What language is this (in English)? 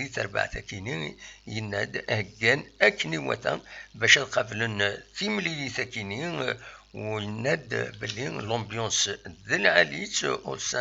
Kabyle